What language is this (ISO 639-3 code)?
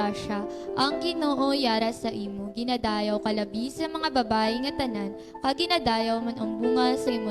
hil